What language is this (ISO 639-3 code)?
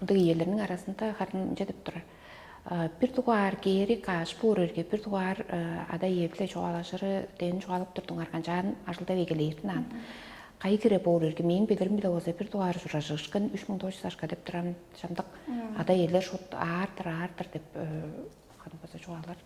tyv